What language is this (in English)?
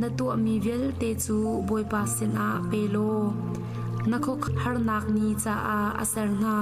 Hakha Chin